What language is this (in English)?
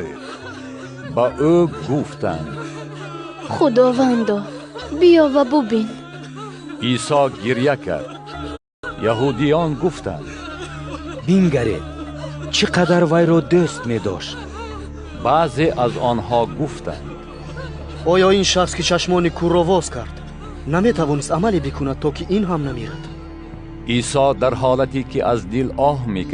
Tajik